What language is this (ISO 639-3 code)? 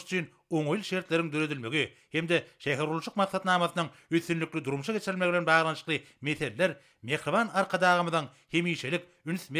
tuk